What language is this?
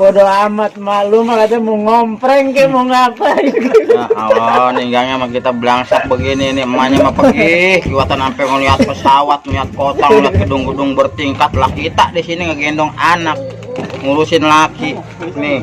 Betawi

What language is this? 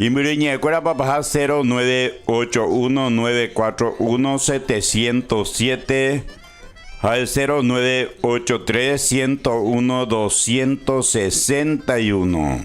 Guarani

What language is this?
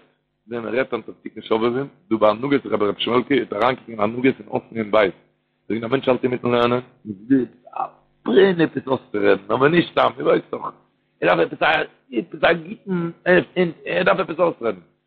Yiddish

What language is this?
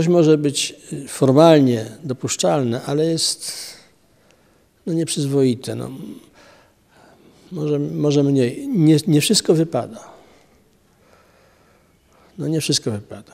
Polish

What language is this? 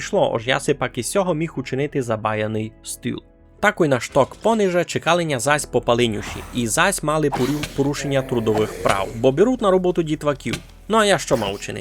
Rusyn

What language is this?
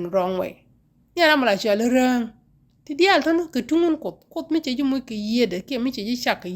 Nuer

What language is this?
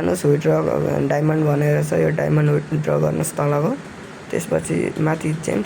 Nepali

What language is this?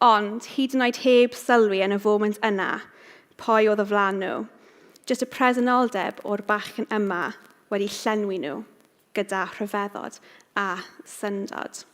Welsh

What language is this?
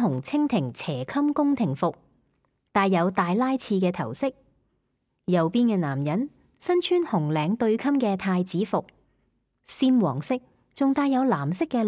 Cantonese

